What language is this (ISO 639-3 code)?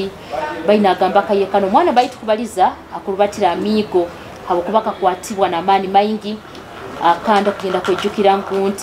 nyo